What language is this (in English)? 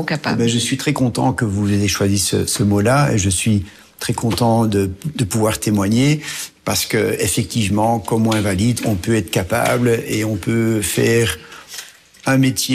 French